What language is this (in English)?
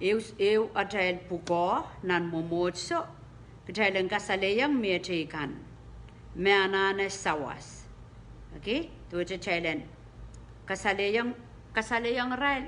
Pohnpeian